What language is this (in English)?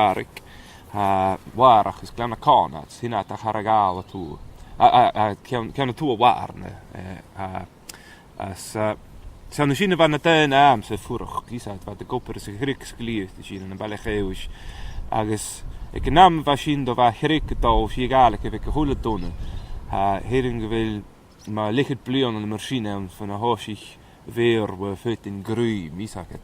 Scottish Gaelic